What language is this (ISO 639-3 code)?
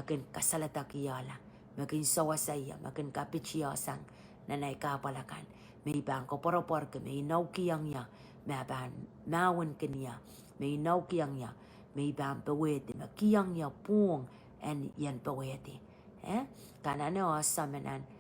pon